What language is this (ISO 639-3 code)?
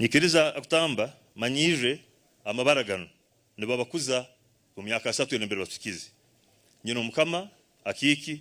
nyn